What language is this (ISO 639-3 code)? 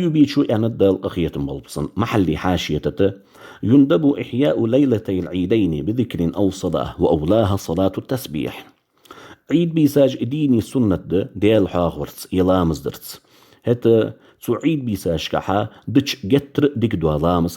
inh